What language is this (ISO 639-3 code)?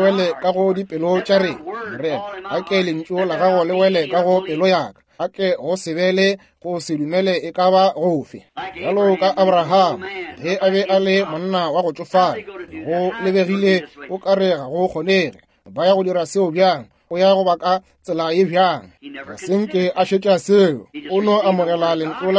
nso